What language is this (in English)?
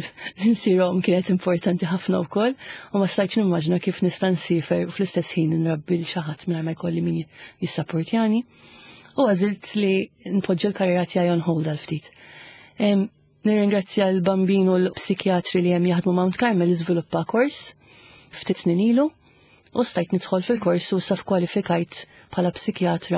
Maltese